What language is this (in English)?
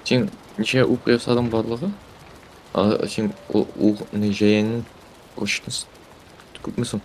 Tatar